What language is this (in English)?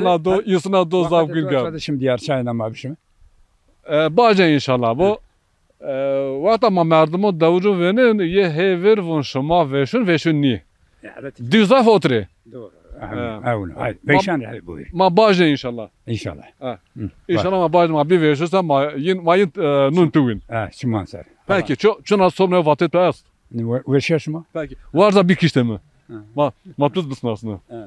Zaza